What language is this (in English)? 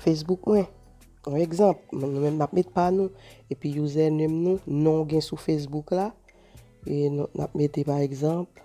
Haitian Creole